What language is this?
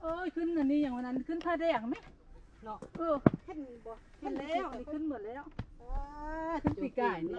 Lao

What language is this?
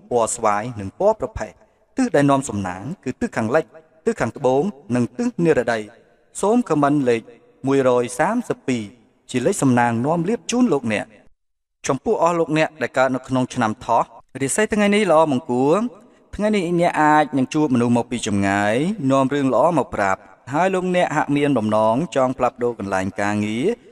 Khmer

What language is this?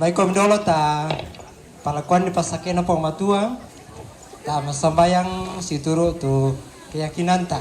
Toraja-Sa'dan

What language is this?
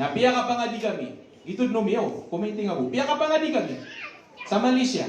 Maranao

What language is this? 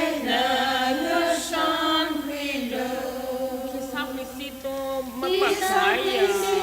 Tangkhul Naga (India)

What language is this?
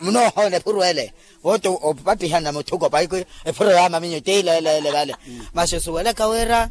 Makhuwa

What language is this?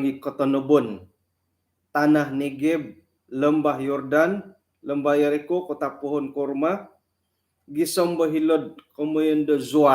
Central Dusun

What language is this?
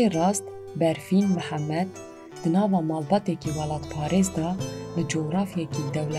Kurdish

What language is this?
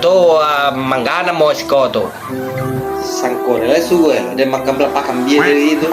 Minangkabau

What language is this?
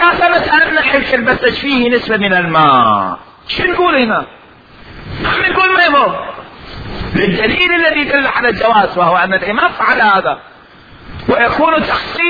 Mesopotamian Arabic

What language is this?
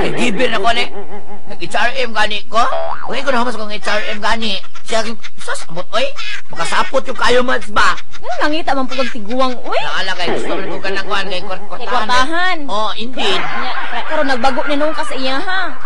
Cebuano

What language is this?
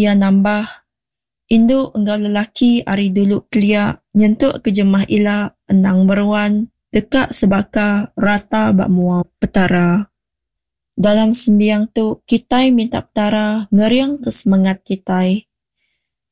Iban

